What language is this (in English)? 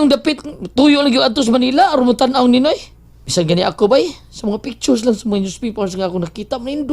Cebuano